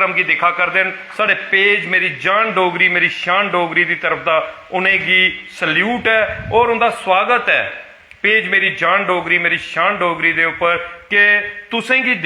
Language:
Dogri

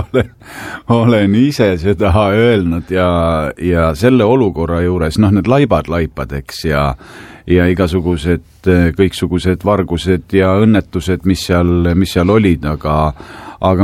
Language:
Estonian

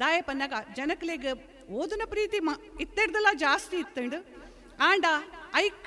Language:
Tulu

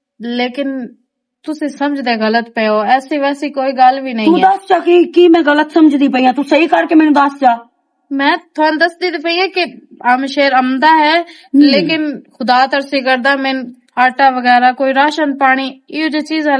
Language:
Western Panjabi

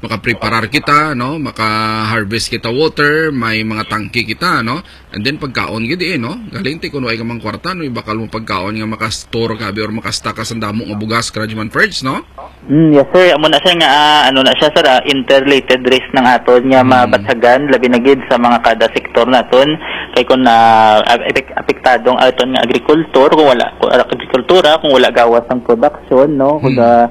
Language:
Hiligaynon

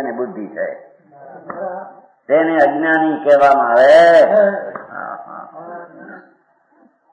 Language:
Gujarati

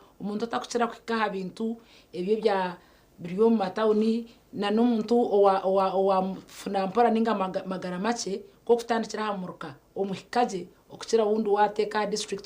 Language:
Nyankole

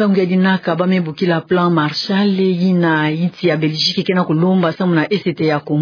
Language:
Kituba (Democratic Republic of Congo)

